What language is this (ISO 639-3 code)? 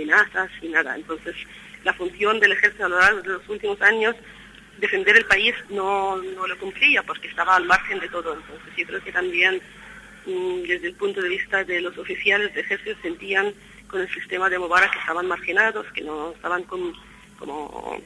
spa